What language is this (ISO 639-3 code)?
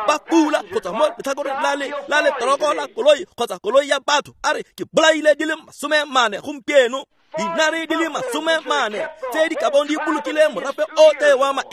tsn